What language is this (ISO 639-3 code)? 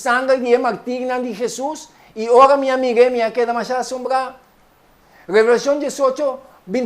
pap